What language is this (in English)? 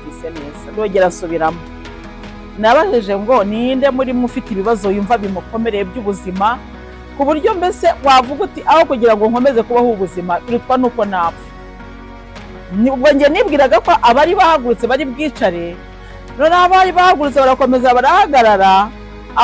Kinyarwanda